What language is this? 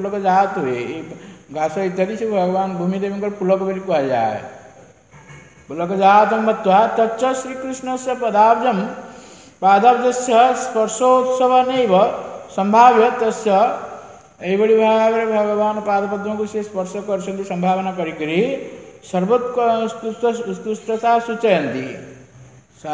Odia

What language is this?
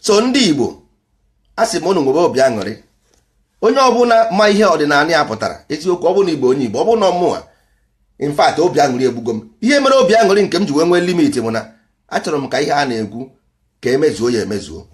Igbo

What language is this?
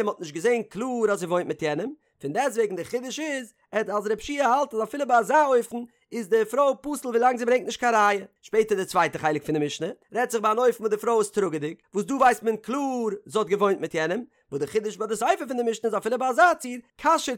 Yiddish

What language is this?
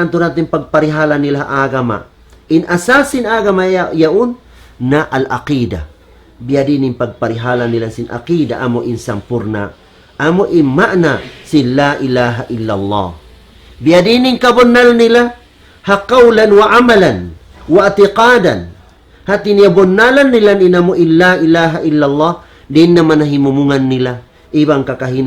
Tausug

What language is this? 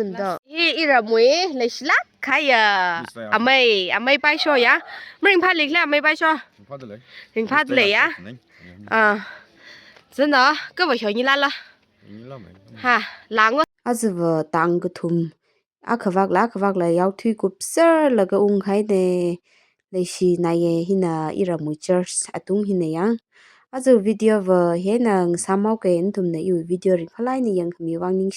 Tangkhul Naga (India)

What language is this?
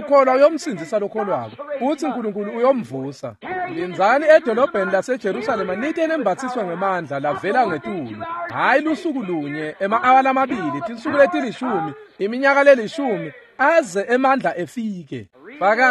Swati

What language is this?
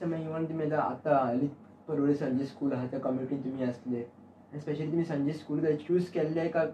Konkani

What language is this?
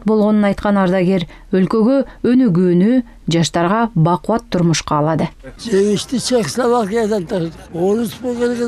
Kyrgyz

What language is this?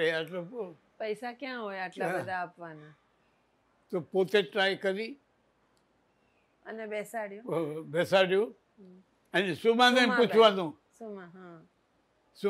Gujarati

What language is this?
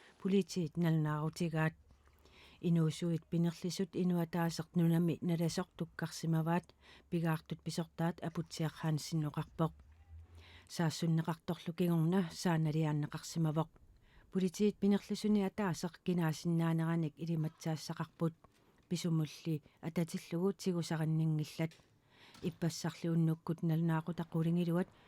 Kalaallisut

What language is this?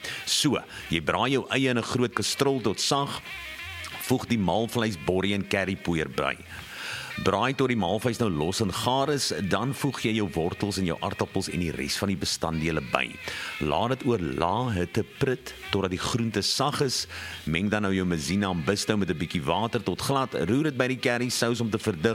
Afrikaans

